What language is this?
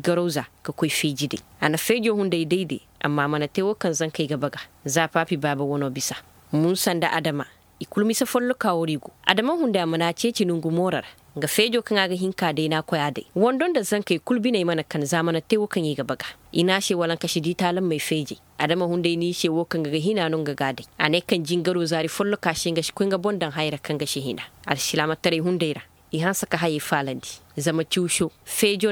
Zarma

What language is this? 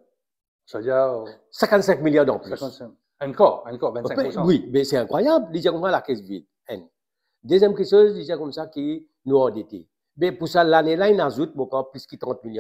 Morisyen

